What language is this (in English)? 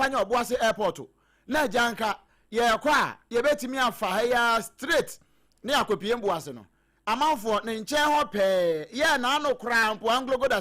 Akan